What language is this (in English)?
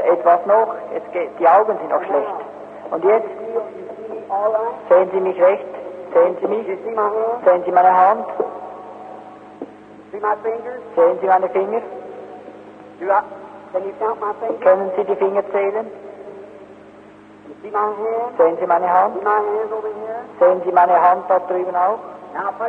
German